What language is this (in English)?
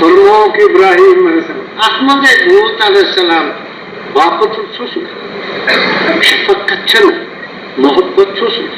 Kashmiri